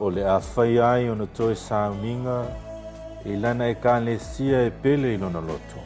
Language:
Samoan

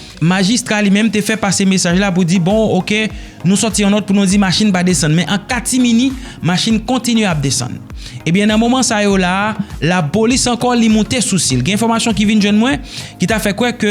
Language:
Haitian Creole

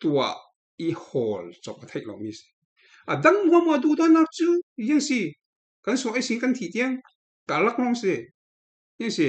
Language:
Falam Chin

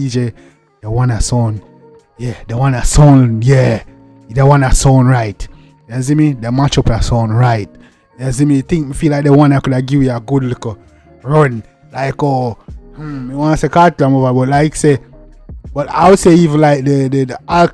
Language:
Jamaican Creole English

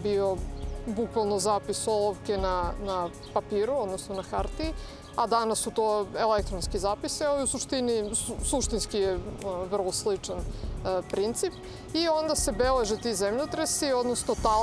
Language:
Serbian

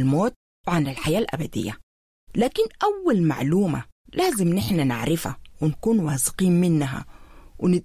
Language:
Sudanese Arabic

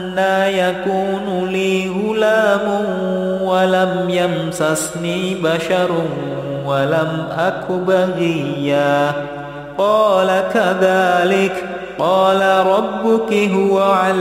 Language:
Arabic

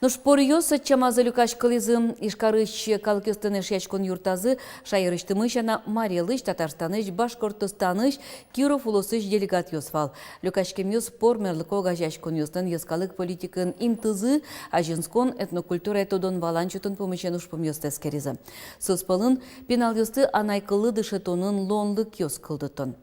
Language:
Udmurt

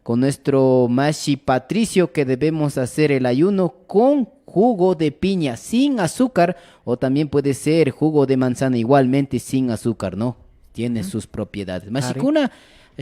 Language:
Imbabura Highland Quichua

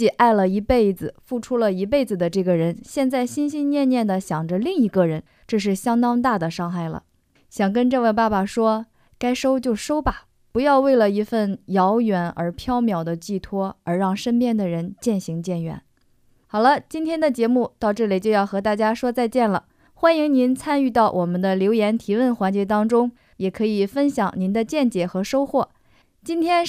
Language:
Chinese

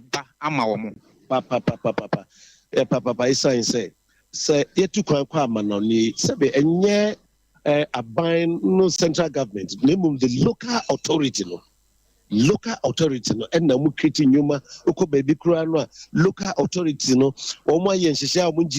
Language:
Akan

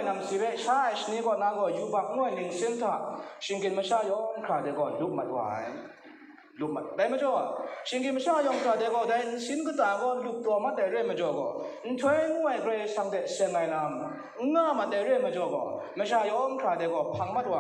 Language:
Kachin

